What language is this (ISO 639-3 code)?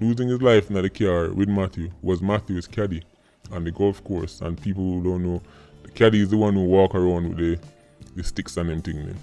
jam